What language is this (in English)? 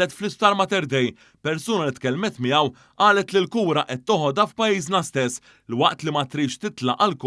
Maltese